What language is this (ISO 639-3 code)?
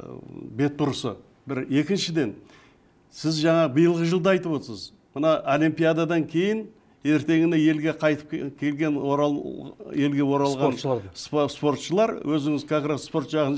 kaz